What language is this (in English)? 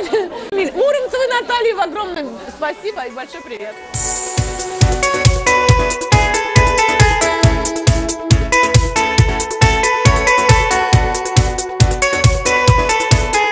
Russian